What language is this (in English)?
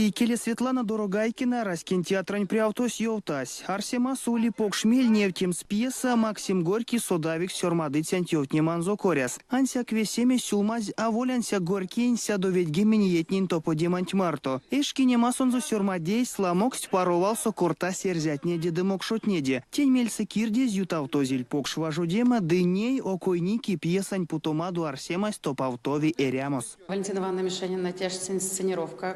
Erzya